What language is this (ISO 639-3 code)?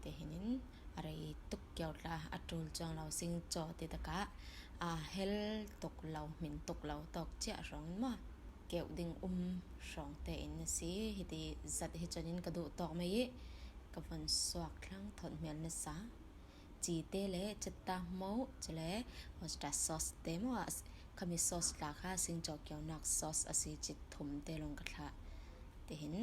cfm